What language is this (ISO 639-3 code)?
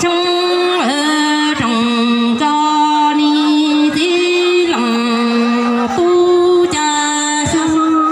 hmn